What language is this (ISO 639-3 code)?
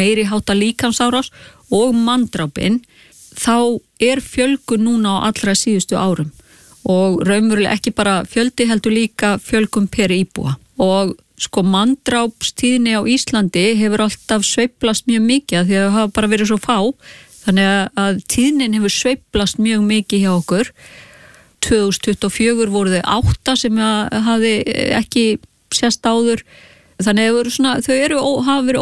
isl